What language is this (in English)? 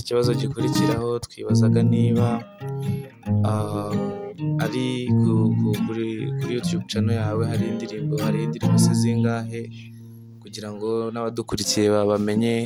Kinyarwanda